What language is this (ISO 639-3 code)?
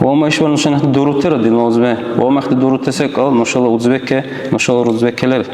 dar